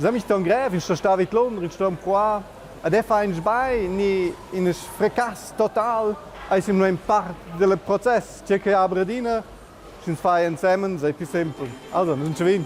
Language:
Romansh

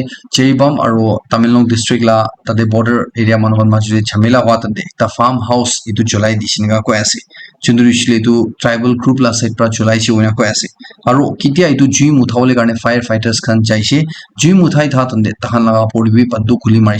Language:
Naga Pidgin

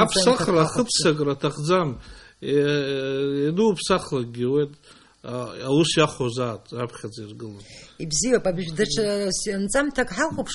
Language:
Abkhazian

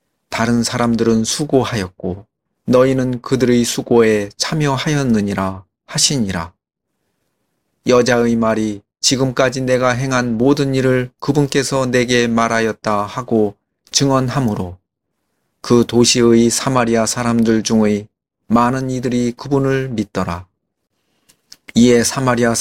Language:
Korean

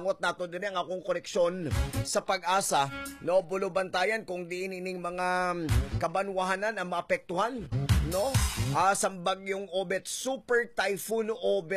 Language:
Hiligaynon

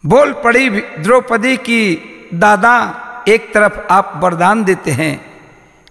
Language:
Bhojpuri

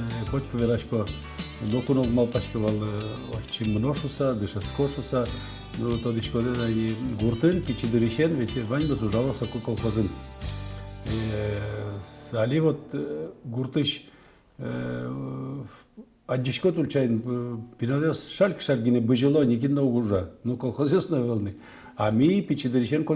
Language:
Udmurt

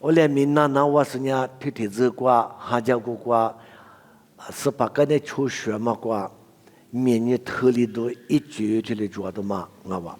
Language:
Lisu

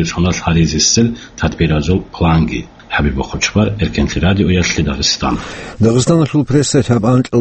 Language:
Avaric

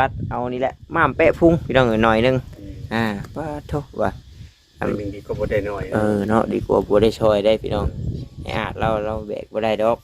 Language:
Northeastern Thai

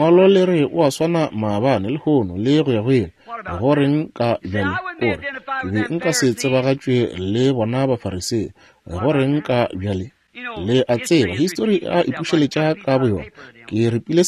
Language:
Northern Sotho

